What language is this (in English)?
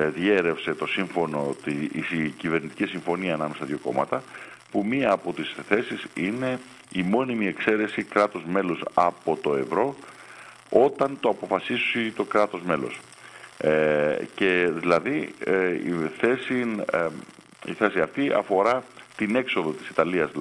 Greek